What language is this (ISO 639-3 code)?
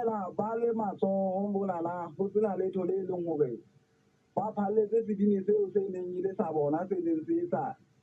sot